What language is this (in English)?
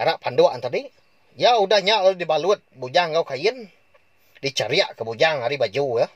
Iban